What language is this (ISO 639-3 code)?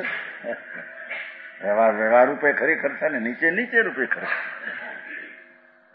guj